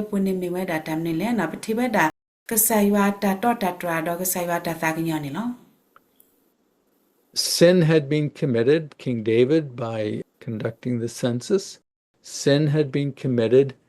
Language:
S'gaw Karen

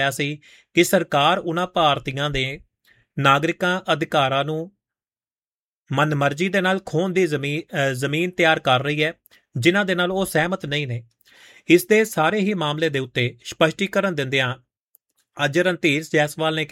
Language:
Punjabi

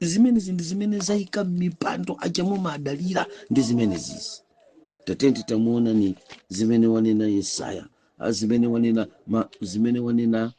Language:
Nyanja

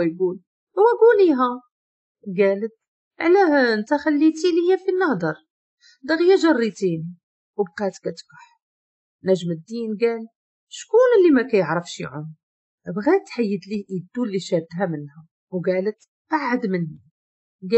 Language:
Moroccan Arabic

